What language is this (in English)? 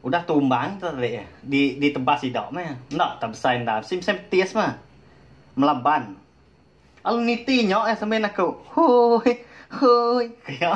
Iban